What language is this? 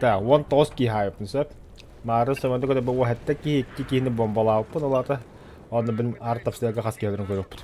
Yakut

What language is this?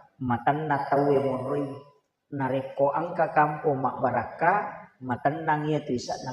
Buginese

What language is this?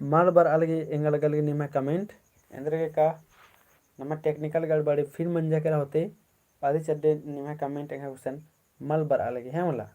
Kurukh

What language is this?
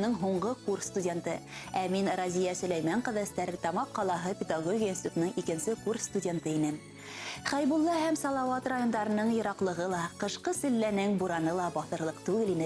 Bashkir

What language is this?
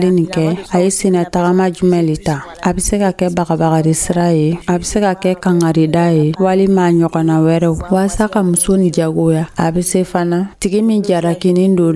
Dyula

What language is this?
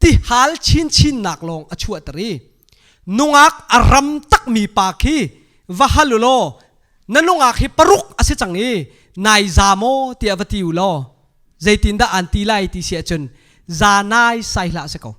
Hakha Chin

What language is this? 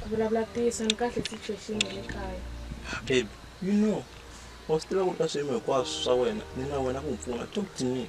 Tsonga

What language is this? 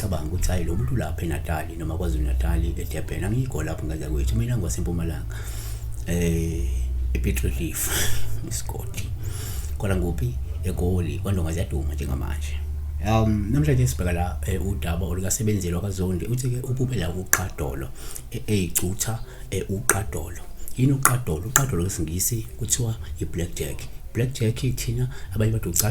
Zulu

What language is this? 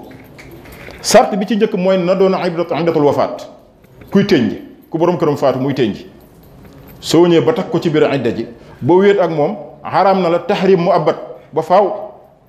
Wolof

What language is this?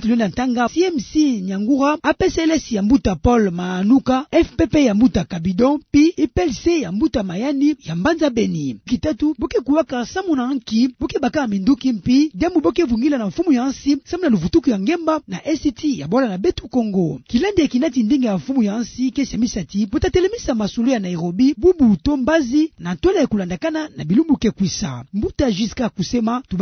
Kituba (Democratic Republic of Congo)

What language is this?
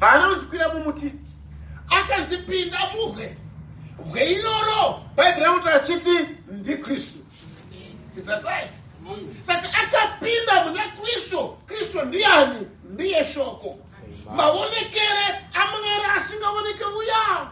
Shona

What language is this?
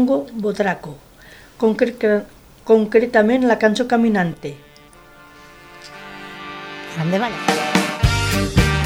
Catalan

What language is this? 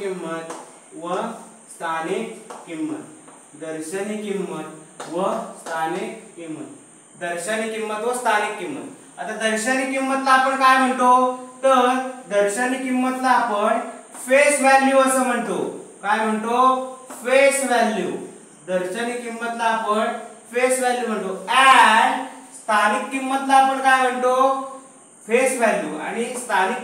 Marathi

